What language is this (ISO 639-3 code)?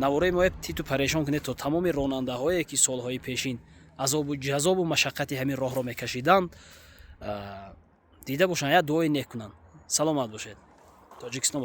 tgk